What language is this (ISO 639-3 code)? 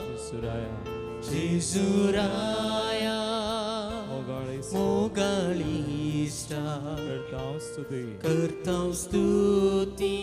kok